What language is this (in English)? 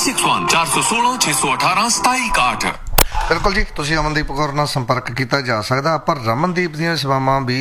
Punjabi